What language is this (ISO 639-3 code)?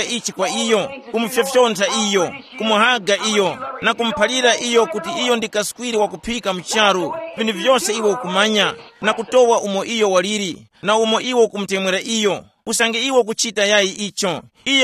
tum